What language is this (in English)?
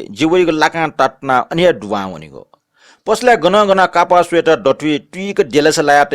Newari